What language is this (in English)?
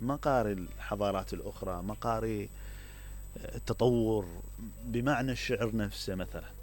Mesopotamian Arabic